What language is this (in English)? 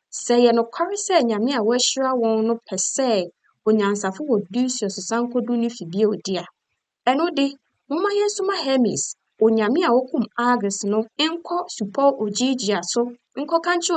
Akan